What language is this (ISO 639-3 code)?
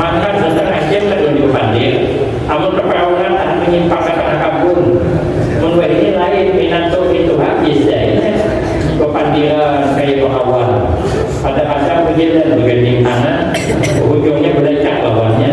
bjn